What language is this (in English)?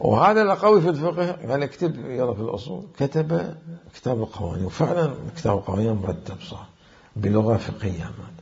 Mesopotamian Arabic